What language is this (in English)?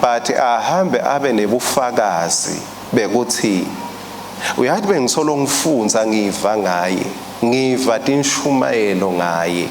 Swati